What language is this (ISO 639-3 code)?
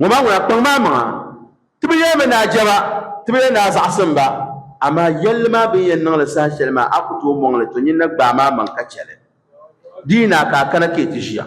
dag